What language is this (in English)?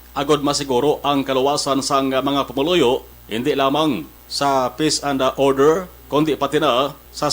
Hiligaynon